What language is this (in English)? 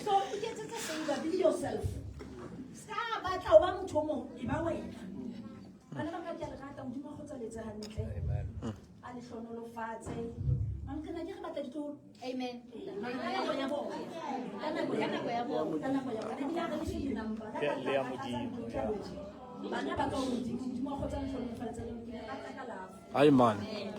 Southern Sotho